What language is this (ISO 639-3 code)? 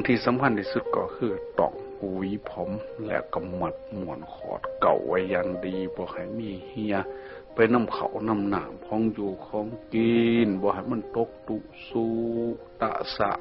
tts